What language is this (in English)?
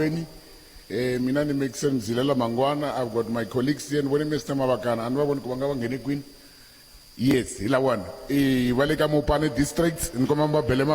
Tsonga